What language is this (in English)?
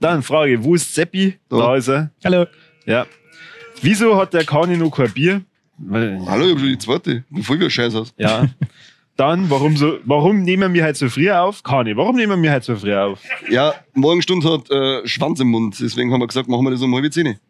Bavarian